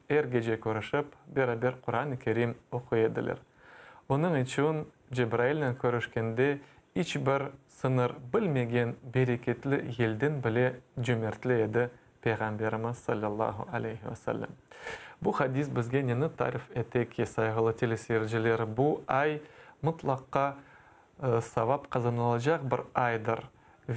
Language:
Crimean Tatar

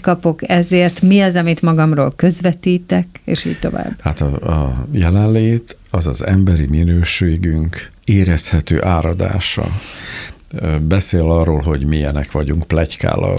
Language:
Hungarian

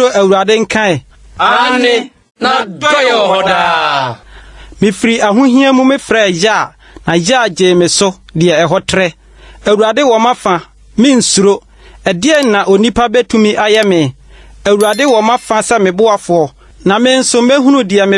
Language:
Akan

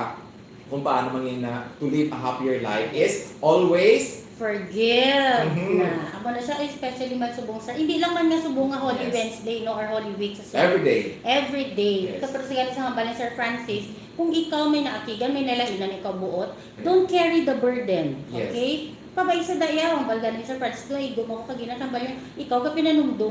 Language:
Hiligaynon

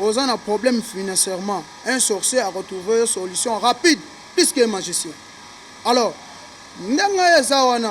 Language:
Lingala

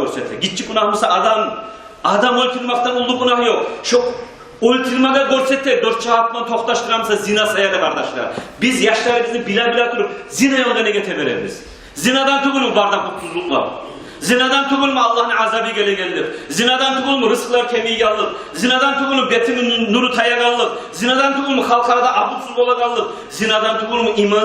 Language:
Kumyk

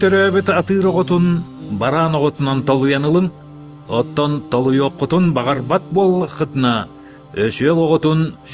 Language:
Yakut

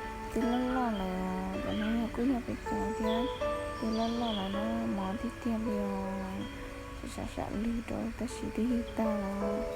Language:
Hmong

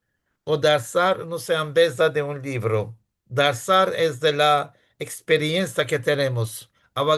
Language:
Ladino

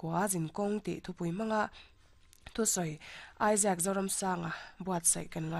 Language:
Mizo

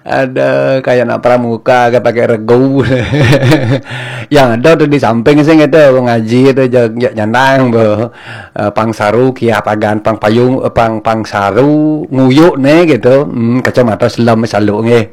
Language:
Balinese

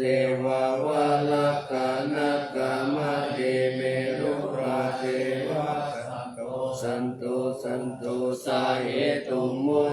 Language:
Pali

